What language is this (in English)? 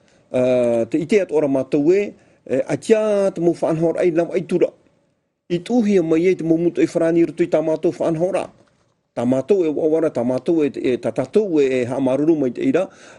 Tahitian